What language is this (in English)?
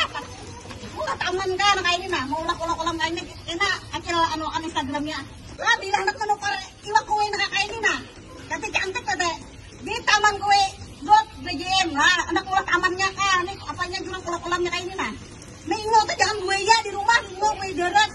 Banjar